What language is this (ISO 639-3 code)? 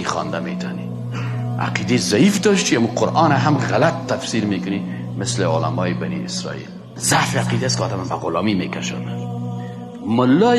fas